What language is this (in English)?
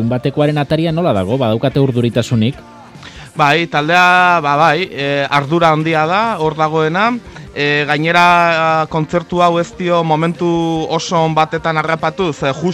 Basque